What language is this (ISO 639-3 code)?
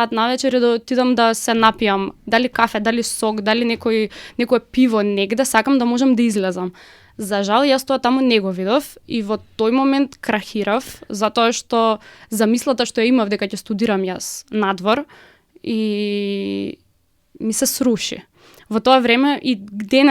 mkd